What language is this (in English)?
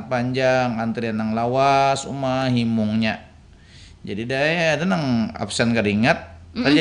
Banjar